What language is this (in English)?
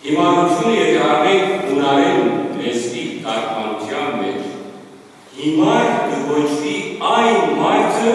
Western Armenian